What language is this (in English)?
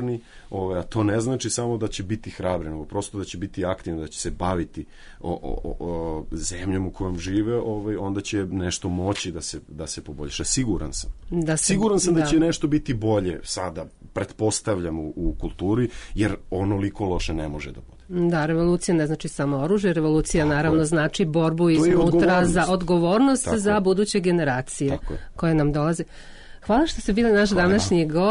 Serbian